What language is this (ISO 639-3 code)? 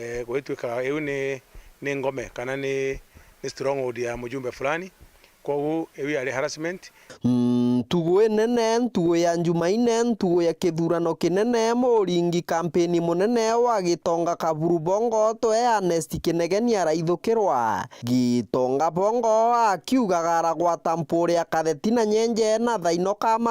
mer